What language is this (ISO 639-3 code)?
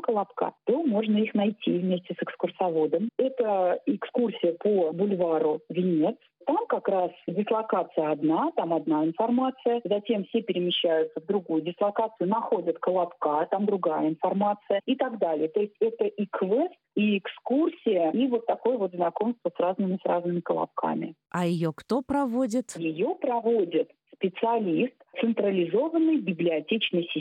rus